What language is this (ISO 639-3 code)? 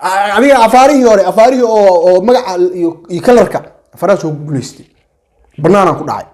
som